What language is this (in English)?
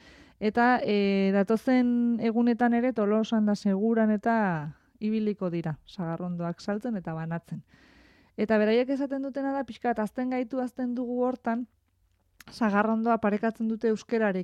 Basque